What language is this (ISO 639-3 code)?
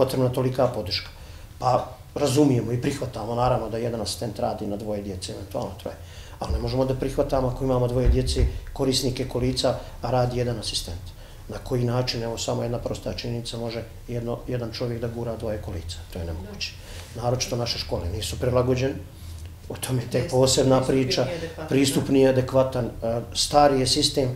bos